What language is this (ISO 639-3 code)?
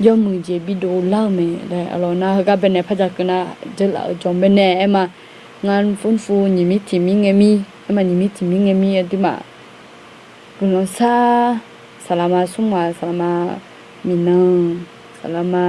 ahk